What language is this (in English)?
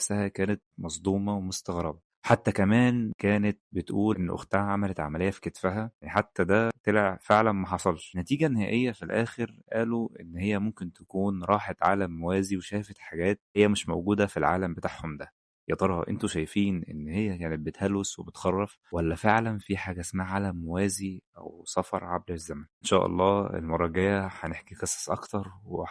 Egyptian Arabic